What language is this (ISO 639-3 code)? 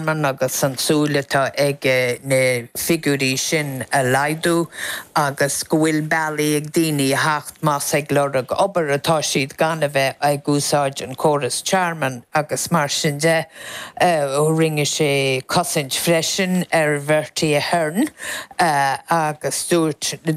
gle